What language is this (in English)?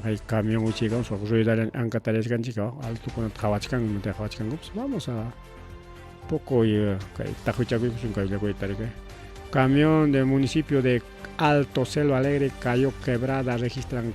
Ayacucho Quechua